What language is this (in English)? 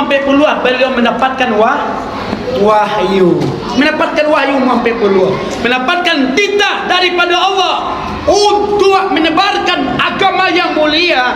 Minangkabau